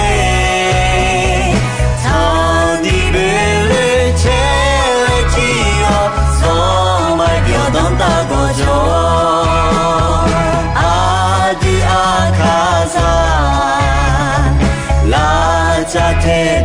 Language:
Akha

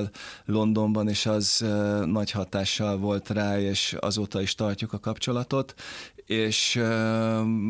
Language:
Hungarian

